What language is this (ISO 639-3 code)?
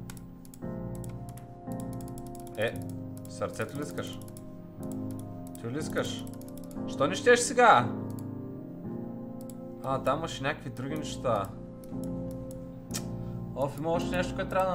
bul